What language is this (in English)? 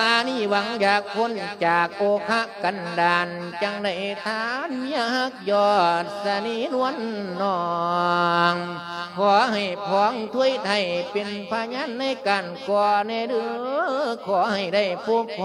Lao